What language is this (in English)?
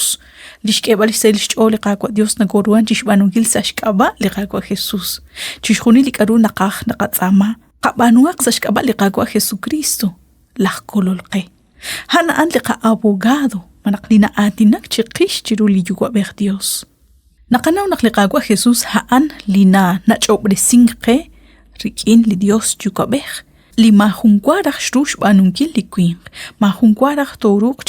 Kekchí